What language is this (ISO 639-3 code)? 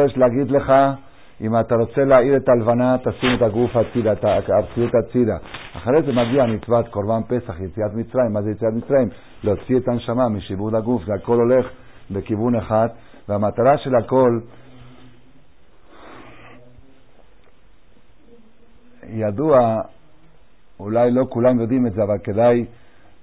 heb